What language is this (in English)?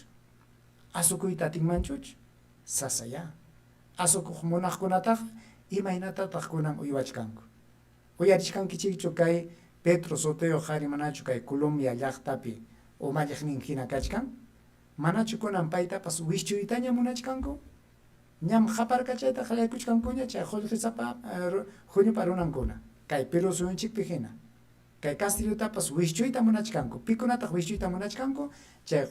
Ayacucho Quechua